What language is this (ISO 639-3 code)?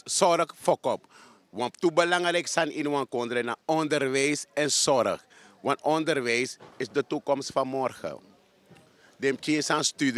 srn